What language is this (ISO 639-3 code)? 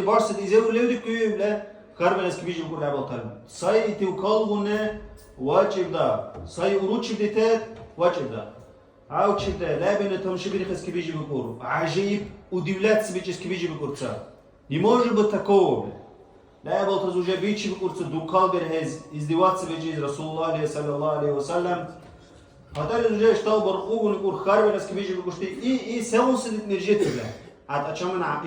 dar